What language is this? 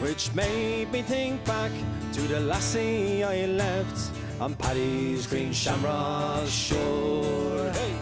Western Frisian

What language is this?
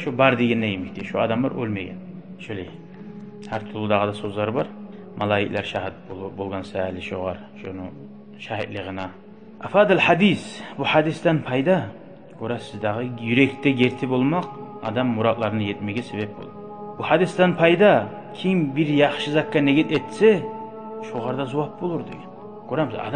Kumyk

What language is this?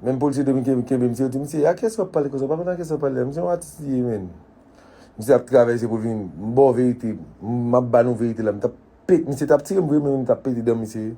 Haitian Creole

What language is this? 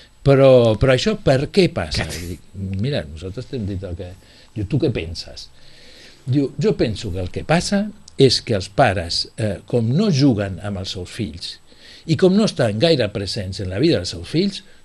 Catalan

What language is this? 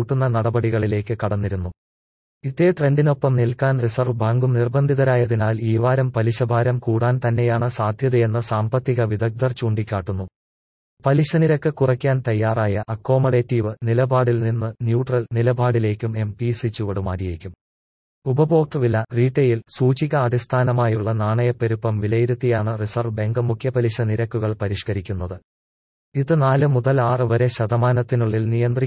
Malayalam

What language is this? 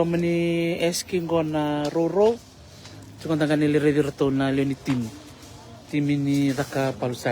Fijian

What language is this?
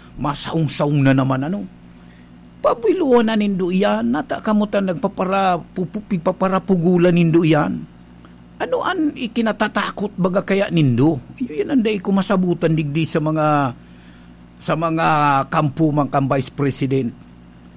Bikol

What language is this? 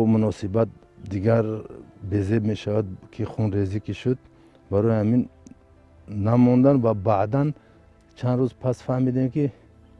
Tajik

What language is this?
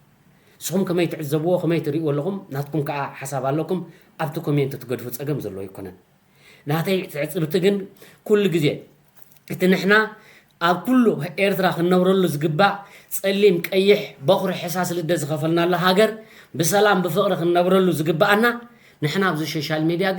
Tigrinya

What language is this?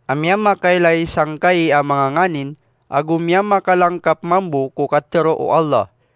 Maranao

